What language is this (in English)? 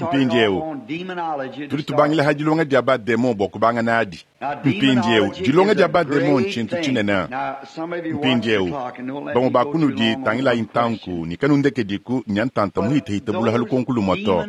Luba-Lulua